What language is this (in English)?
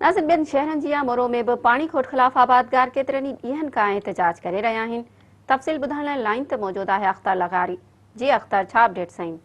Sindhi